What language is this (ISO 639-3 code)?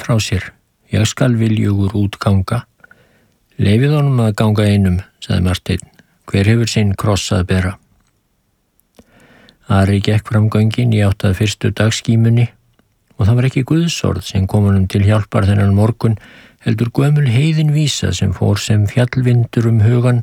isl